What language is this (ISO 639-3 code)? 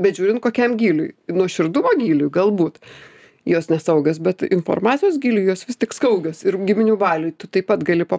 lit